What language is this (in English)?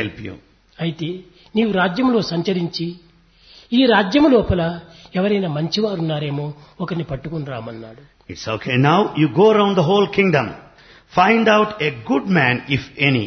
Telugu